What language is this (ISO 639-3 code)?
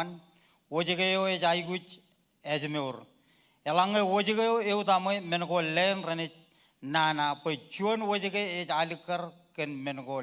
mah